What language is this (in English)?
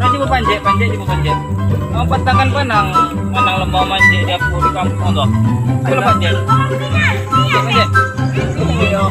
Minangkabau